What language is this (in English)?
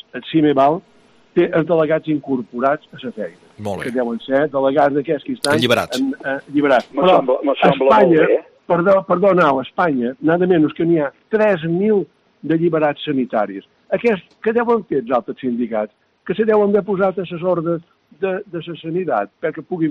Catalan